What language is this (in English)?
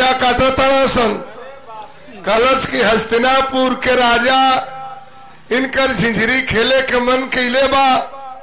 Bhojpuri